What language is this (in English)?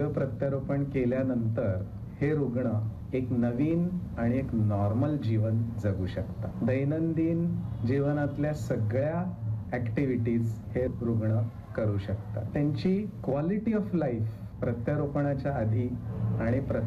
Marathi